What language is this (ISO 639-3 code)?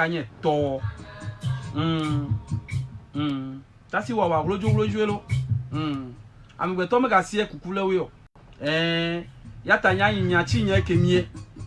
ewe